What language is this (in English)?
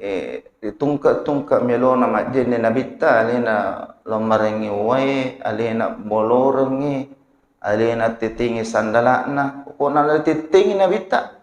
Buginese